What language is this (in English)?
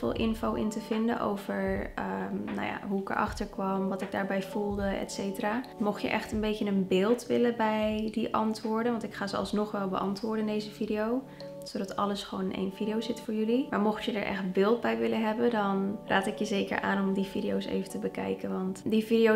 Dutch